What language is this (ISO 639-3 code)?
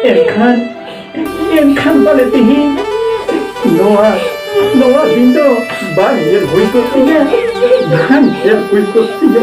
sat